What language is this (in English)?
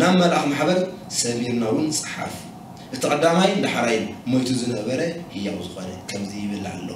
Tigrinya